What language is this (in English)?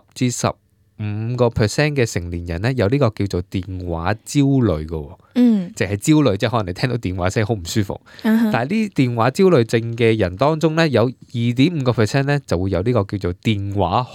Cantonese